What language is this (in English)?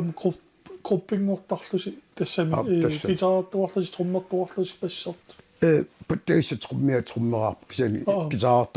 Kalaallisut